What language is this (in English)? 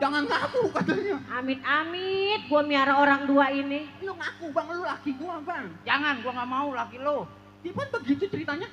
Betawi